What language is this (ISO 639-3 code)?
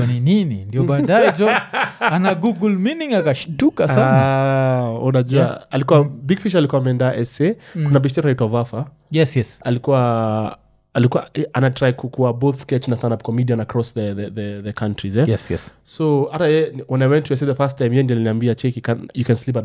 swa